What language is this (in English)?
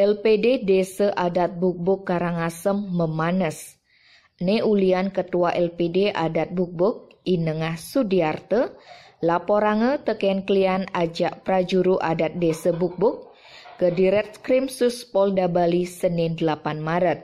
Balinese